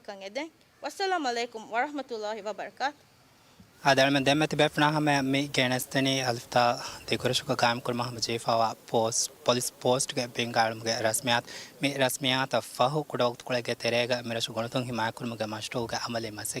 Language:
Divehi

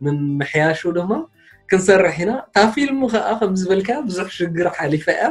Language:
Tigrinya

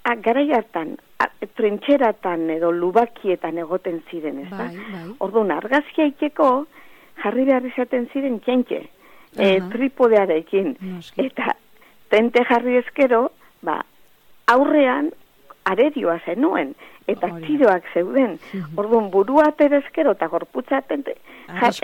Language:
Basque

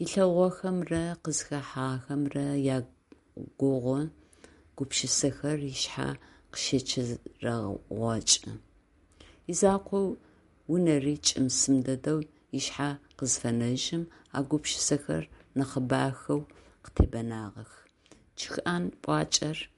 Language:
Adyghe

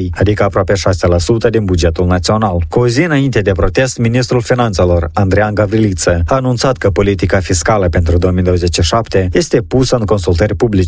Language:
Romanian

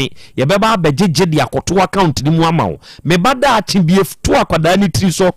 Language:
Akan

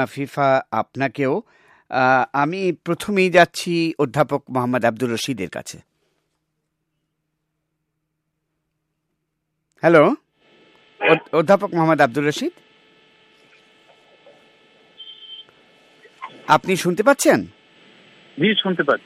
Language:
Bangla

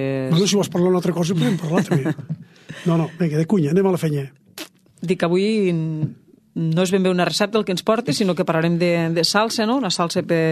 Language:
Catalan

